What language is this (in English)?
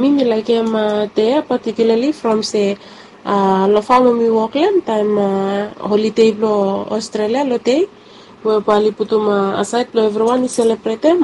Bislama